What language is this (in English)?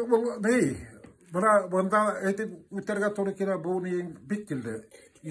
Tatar